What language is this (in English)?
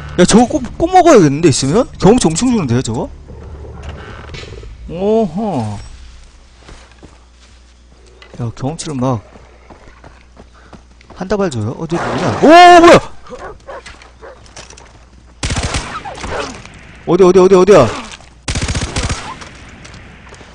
Korean